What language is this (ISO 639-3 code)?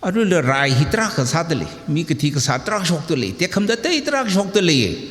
nmf